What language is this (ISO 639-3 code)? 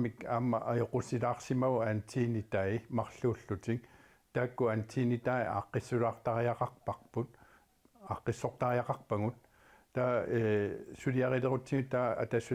kal